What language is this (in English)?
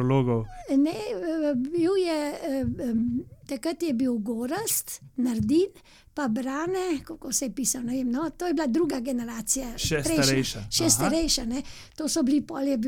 Slovenian